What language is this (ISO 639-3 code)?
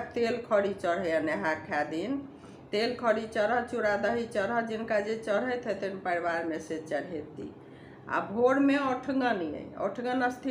mai